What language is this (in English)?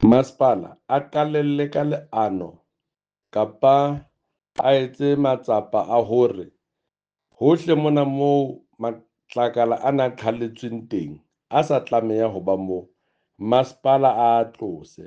Southern Sotho